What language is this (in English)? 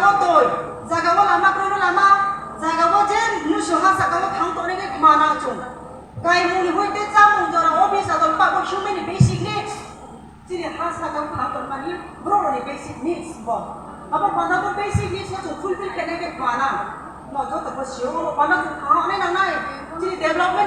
Kok Borok